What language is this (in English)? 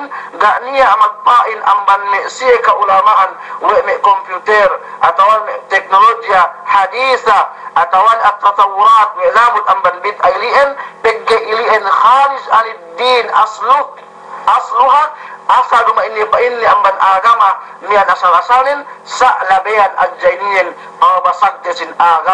Yakan